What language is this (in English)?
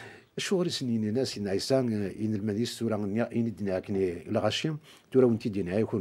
Kabyle